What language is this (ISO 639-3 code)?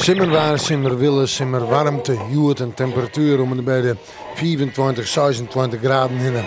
fry